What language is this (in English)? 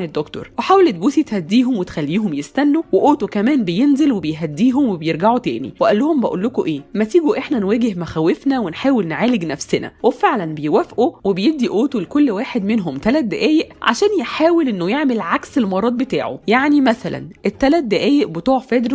Egyptian Arabic